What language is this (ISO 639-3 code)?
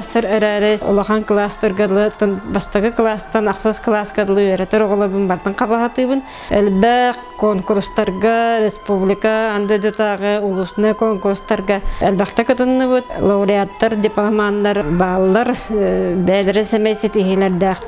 sah